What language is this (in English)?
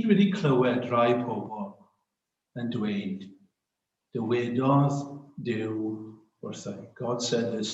Welsh